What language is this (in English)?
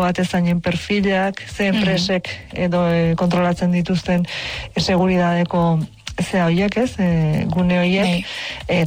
Basque